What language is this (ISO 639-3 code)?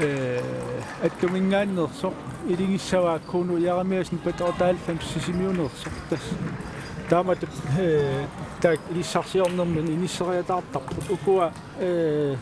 kal